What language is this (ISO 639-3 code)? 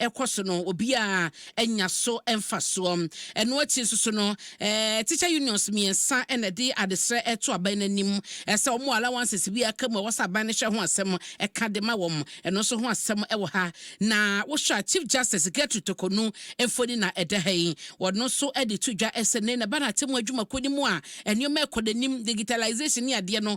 aka